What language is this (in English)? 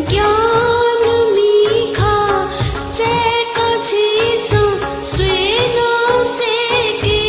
Newari